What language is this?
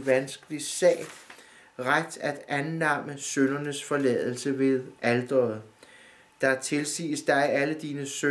Danish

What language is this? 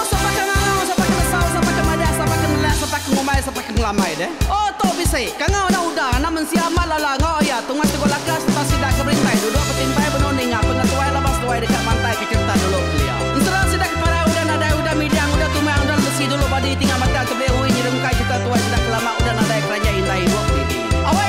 Iban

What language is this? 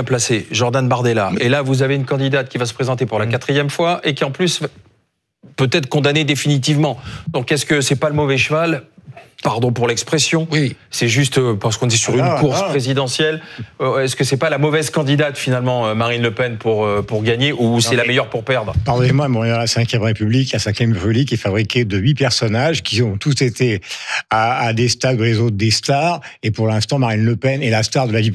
French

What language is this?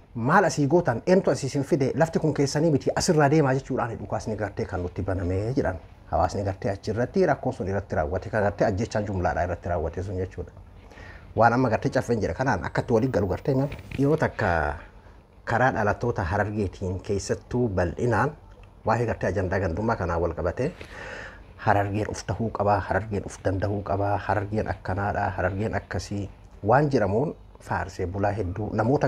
Oromo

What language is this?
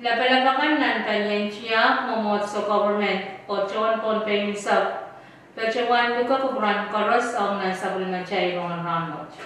Pohnpeian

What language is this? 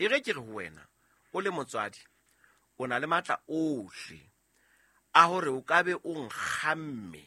Southern Sotho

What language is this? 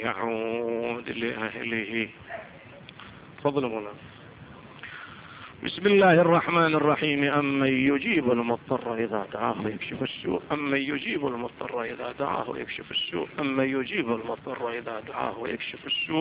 Arabic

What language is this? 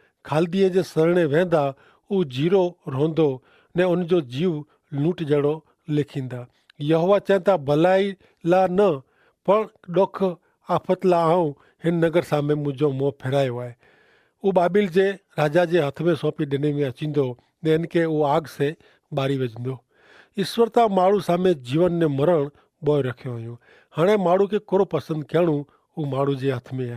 Kachhi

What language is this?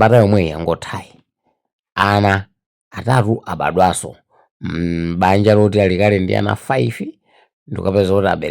Nyanja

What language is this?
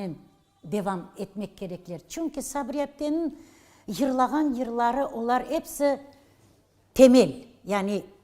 Crimean Tatar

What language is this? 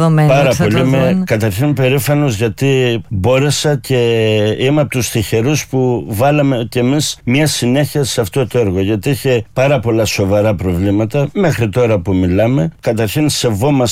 Greek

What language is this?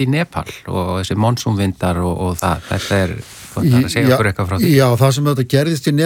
Icelandic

